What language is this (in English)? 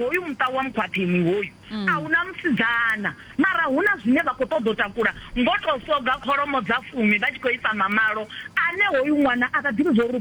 Venda